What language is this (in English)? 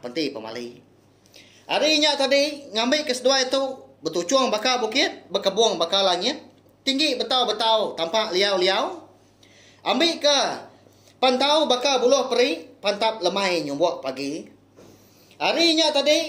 Iban